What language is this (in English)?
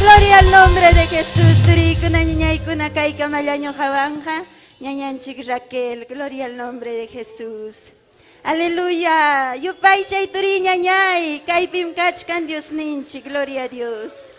Ayacucho Quechua